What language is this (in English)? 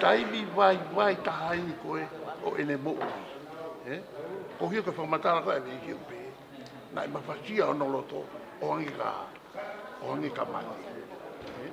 Tongan